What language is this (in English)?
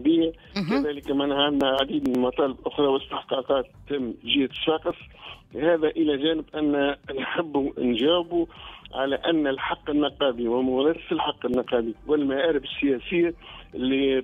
Tunisian Arabic